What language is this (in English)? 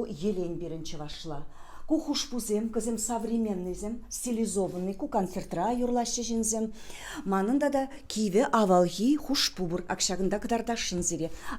Chuvash